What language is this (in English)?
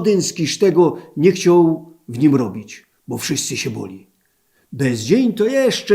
Silesian